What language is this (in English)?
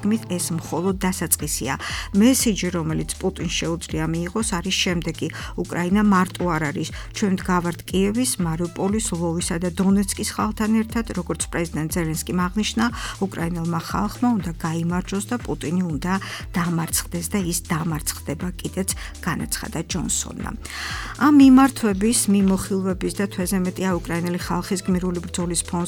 Georgian